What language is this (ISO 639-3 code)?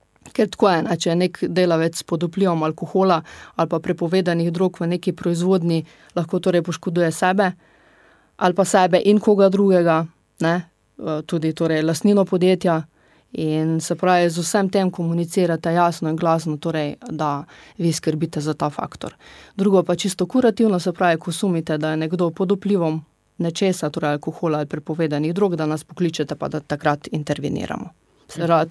slv